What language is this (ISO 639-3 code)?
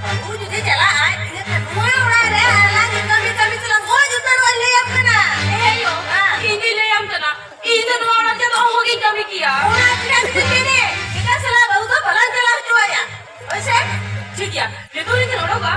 sat